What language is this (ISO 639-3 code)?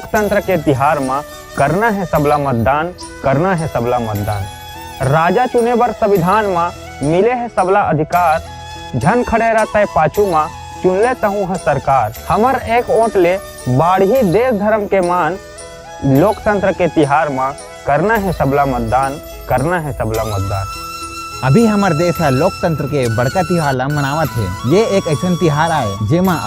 hne